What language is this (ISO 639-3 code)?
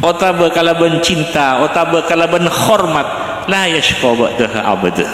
mad